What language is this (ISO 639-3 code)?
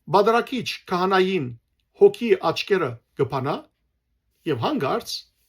hyw